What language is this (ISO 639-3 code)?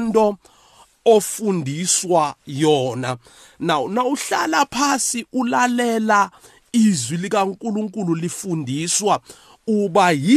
nbl